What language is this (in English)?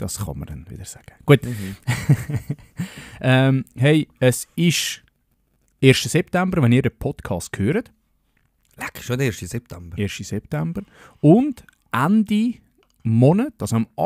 Swiss German